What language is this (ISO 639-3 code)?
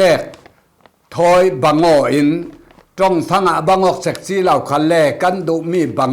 cfm